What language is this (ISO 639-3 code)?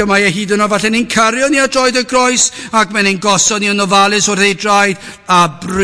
cym